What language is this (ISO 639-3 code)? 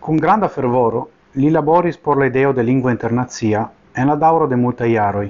epo